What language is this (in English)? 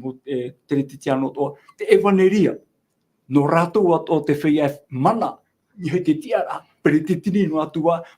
Tahitian